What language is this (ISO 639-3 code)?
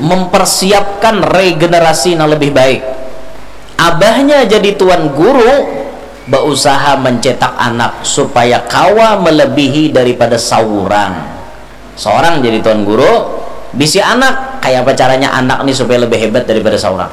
bjn